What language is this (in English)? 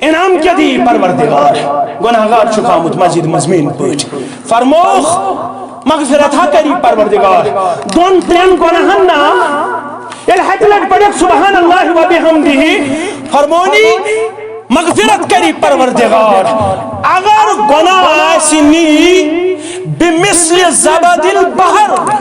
Kashmiri